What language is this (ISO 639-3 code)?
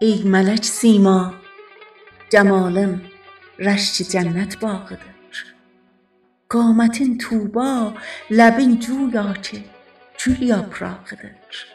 azb